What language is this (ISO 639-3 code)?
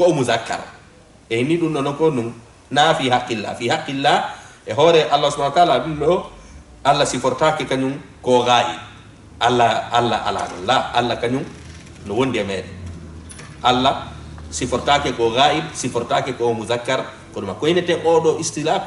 ful